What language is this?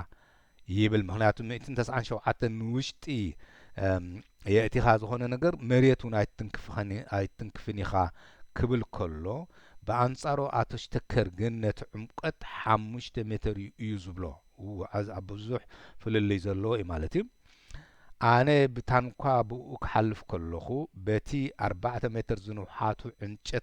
Tigrinya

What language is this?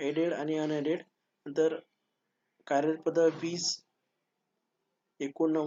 Marathi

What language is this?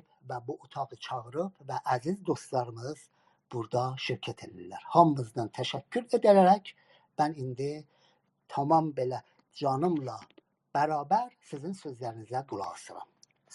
South Azerbaijani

